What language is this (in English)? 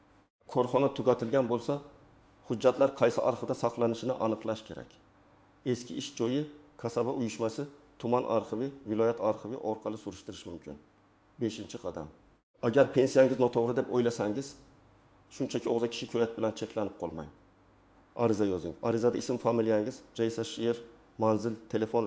Uzbek